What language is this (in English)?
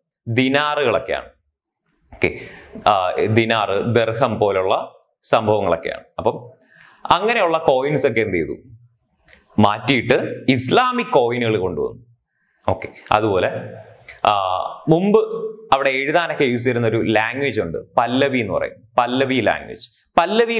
Malayalam